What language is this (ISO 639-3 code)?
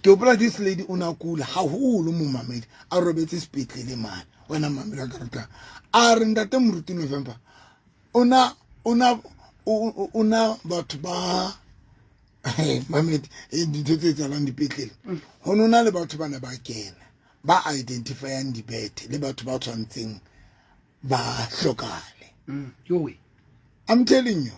sot